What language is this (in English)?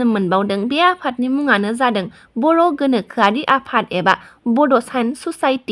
Bodo